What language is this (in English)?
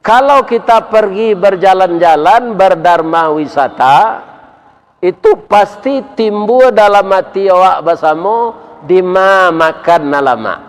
Minangkabau